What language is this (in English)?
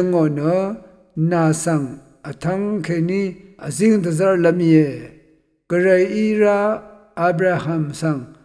Rawang